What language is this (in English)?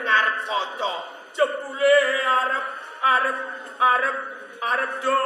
Javanese